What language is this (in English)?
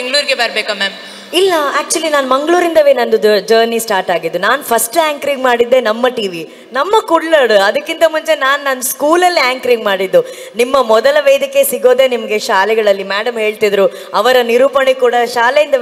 Kannada